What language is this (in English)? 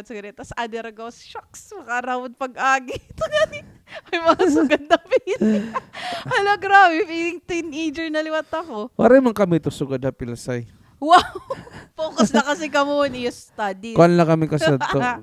Waray